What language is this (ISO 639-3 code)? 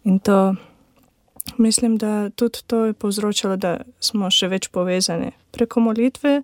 slv